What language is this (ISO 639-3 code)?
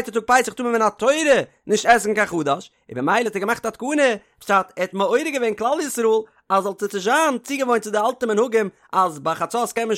yid